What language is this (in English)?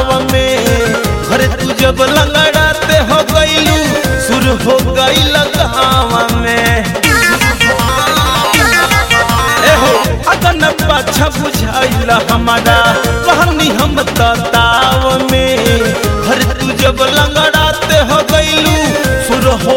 Bhojpuri